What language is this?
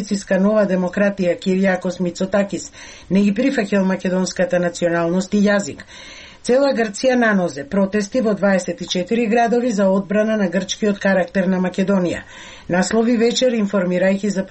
Macedonian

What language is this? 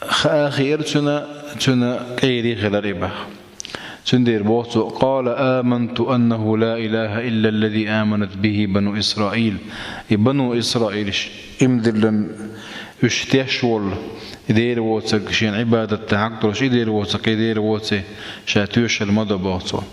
Chechen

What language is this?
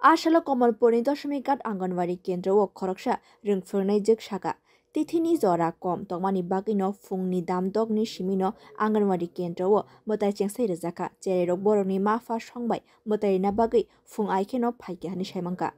Kok Borok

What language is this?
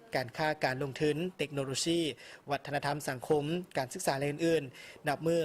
Lao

